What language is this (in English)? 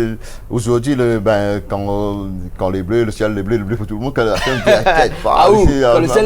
Réunion Creole French